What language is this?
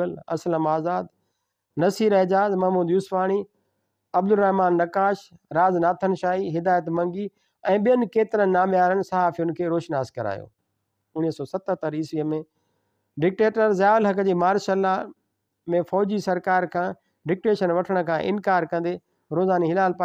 Sindhi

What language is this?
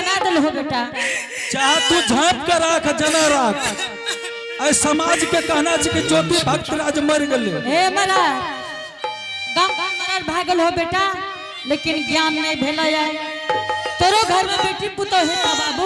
Angika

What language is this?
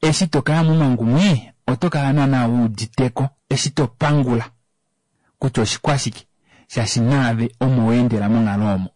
Kuanyama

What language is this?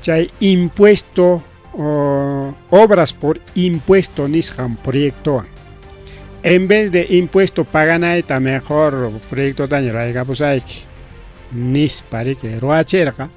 Ayacucho Quechua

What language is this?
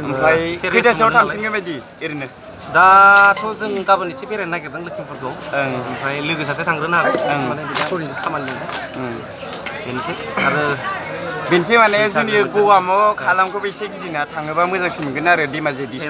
Bodo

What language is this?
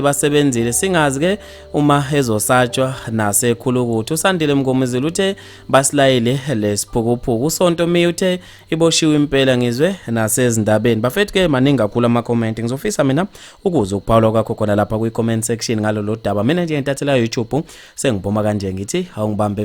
Zulu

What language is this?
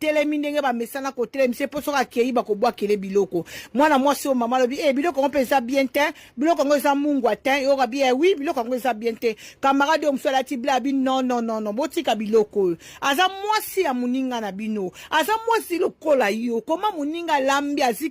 Lingala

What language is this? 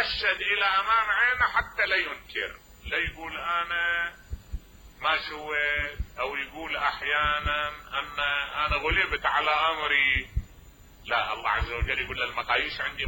Mesopotamian Arabic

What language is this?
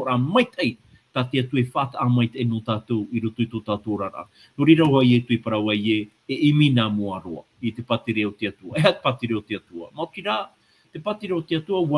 Tahitian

